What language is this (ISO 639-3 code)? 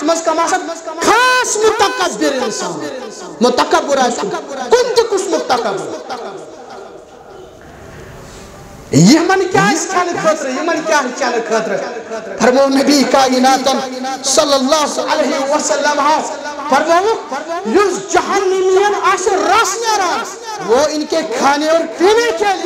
kas